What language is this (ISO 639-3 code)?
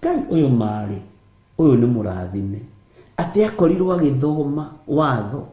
kik